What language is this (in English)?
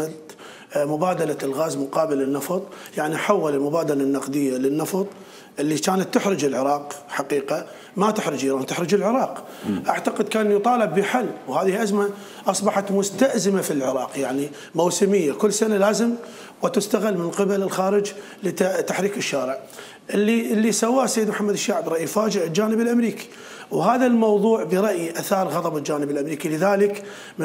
Mesopotamian Arabic